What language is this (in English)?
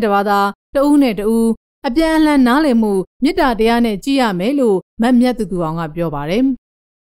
Burmese